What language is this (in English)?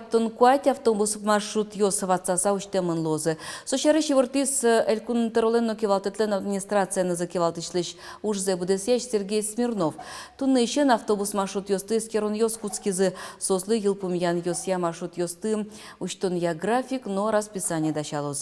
Udmurt